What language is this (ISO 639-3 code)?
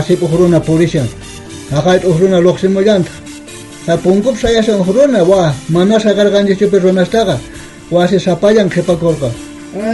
quh